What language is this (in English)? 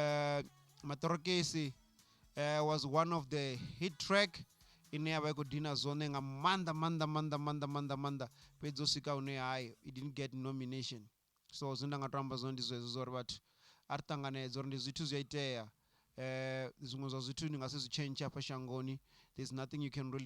Venda